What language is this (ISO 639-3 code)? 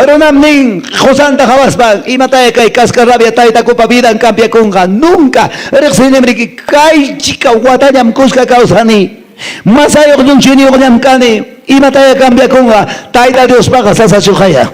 que